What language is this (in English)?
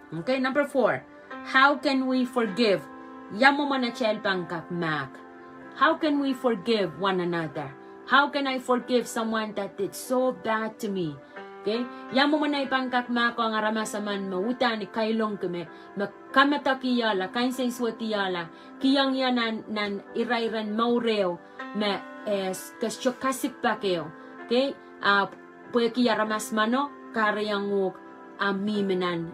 Pohnpeian